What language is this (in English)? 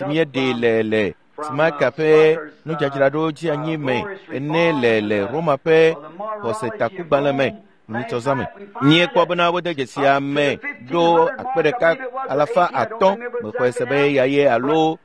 Ewe